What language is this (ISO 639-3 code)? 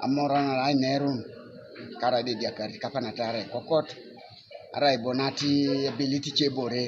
teo